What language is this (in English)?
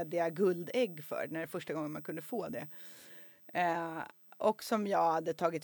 Swedish